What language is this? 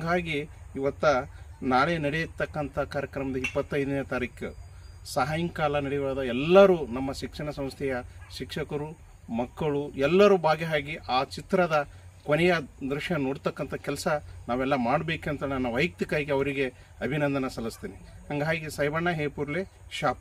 Kannada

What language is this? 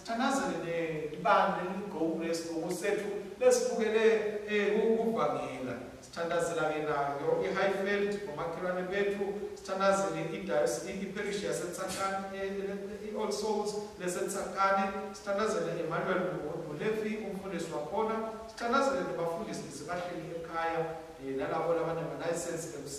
Swati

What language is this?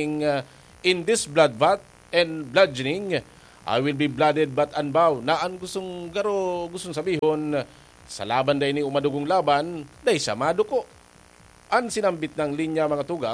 Bikol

